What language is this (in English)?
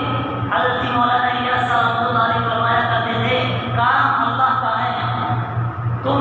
Urdu